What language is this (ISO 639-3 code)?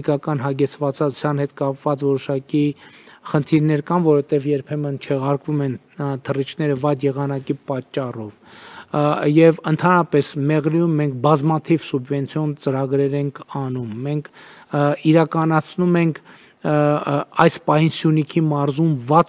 hye